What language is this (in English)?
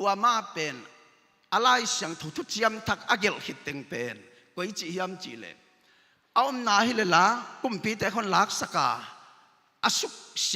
Tedim Chin